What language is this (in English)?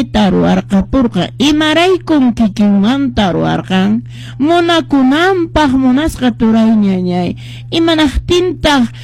Quechua